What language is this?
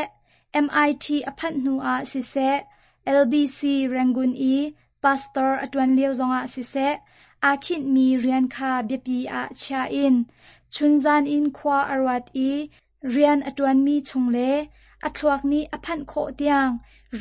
Hakha Chin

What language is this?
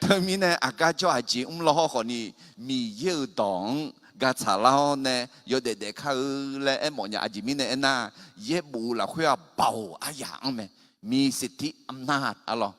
Akha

